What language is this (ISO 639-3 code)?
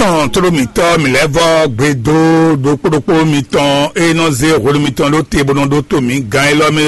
fon